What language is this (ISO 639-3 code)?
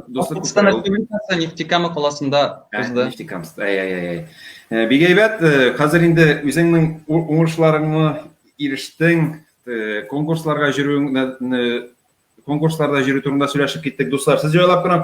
tat